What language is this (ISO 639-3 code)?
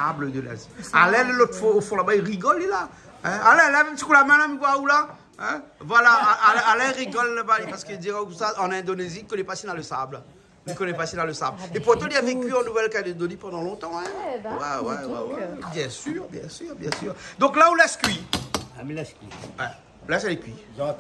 rcf